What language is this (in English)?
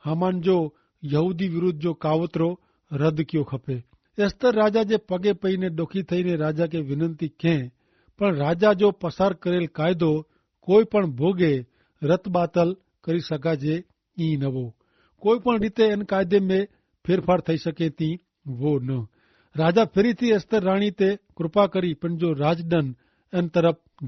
Kachhi